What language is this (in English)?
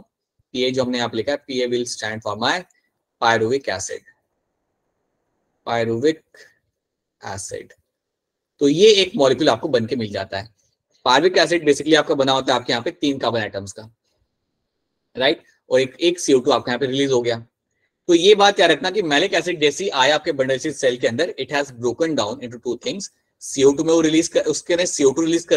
Hindi